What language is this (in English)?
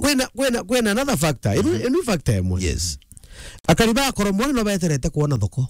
Meru